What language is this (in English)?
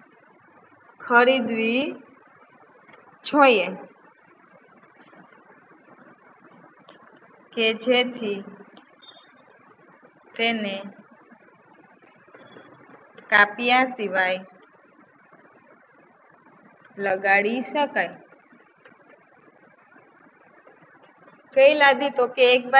Gujarati